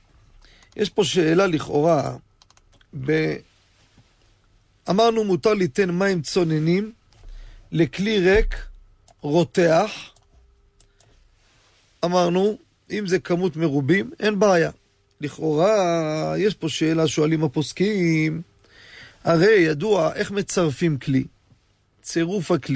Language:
Hebrew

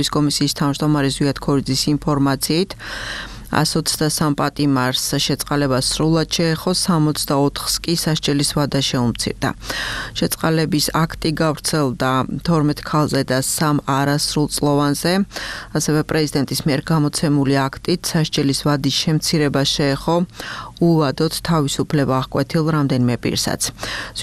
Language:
Georgian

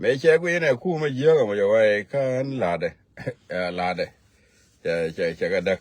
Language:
Nuer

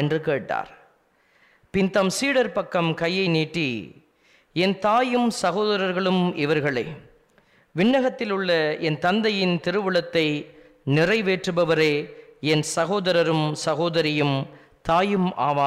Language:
Tamil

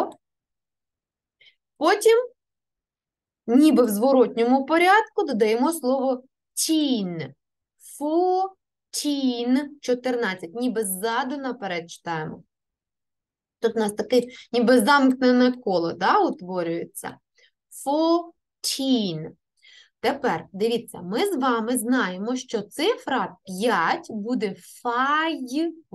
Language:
Ukrainian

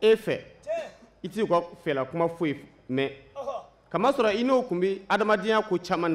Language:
Bambara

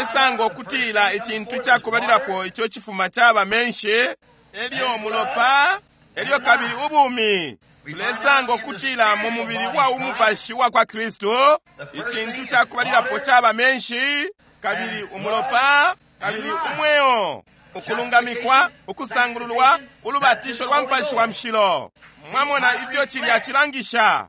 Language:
Bemba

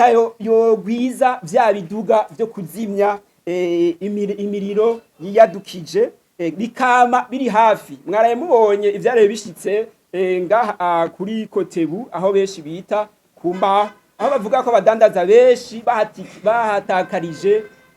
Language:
Rundi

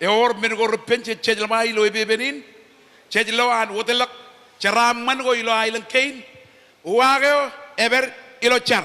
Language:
Marshallese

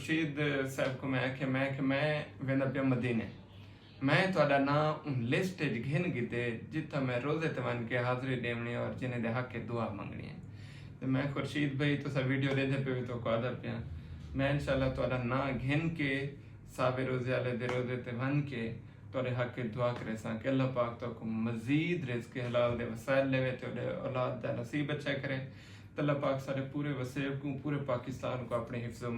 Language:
Saraiki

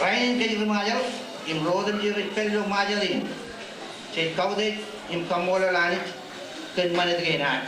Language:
Marshallese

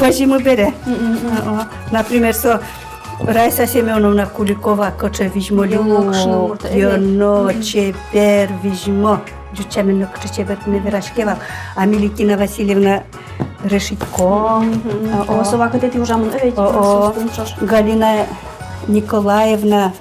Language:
Udmurt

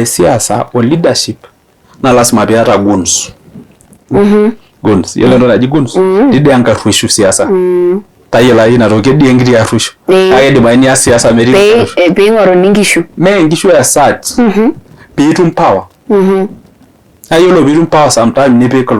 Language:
Masai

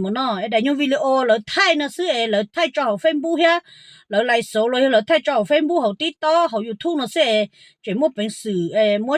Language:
Hmong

